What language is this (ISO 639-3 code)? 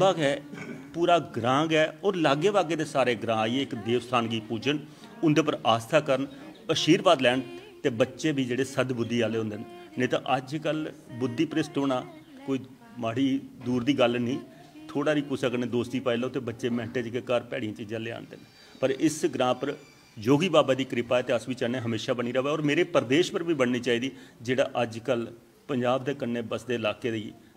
doi